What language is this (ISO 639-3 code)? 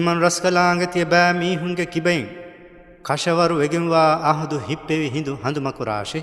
div